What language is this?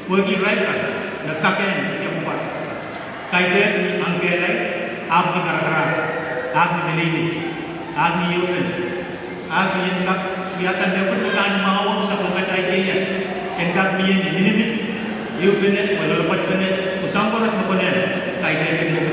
Pohnpeian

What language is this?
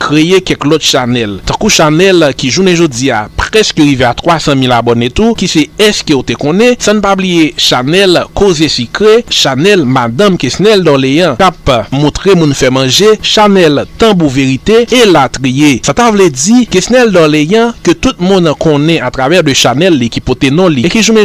Haitian Creole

